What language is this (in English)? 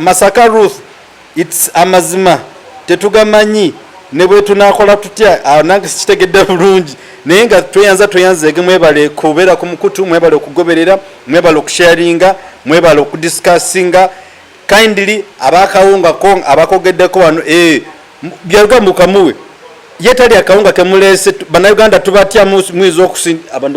Ganda